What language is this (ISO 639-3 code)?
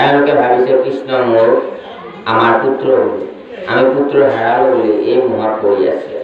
asm